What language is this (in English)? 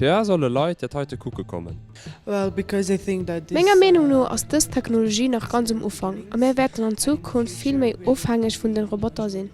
Luxembourgish